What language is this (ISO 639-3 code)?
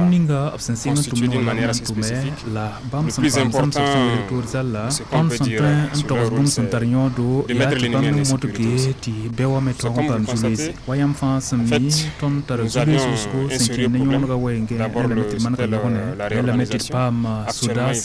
mos